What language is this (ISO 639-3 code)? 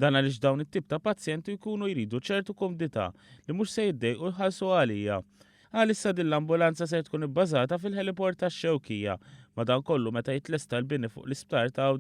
mlt